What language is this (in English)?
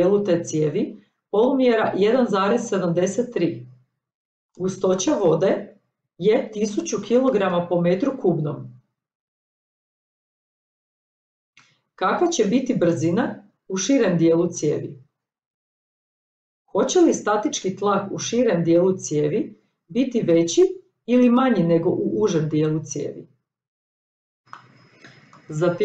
Croatian